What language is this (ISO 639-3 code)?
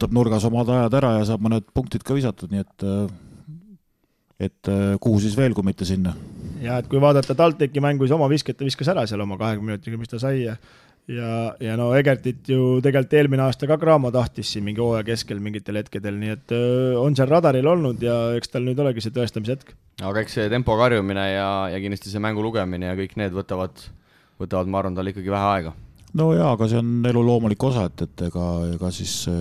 est